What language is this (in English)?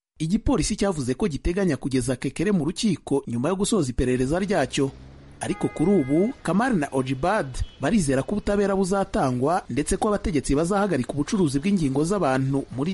Kinyarwanda